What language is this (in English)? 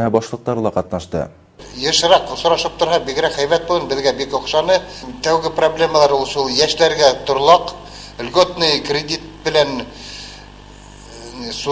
Bashkir